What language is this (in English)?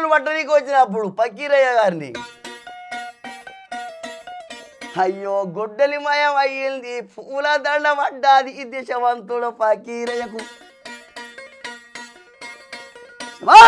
Telugu